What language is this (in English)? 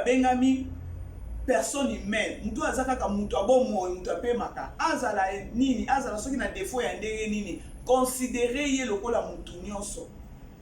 Lingala